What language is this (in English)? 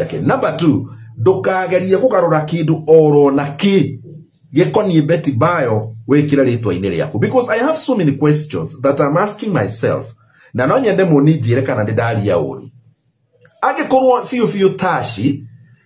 Kikuyu